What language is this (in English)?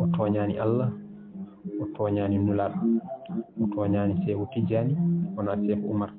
Fula